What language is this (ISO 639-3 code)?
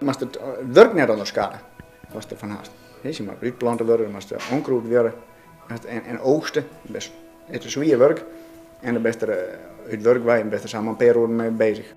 fry